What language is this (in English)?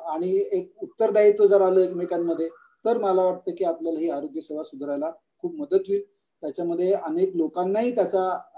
Marathi